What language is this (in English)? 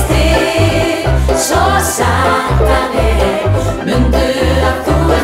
Icelandic